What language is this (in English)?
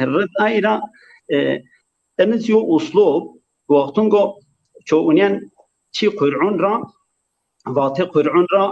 Zaza